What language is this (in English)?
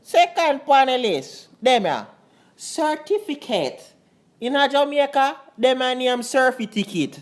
Jamaican Creole English